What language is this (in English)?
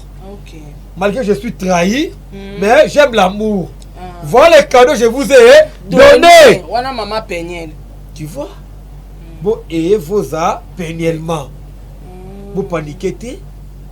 Lingala